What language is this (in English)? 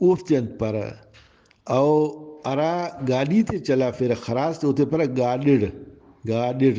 Brahui